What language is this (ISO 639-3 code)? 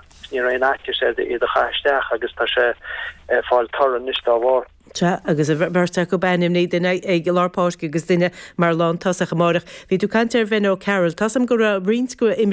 gle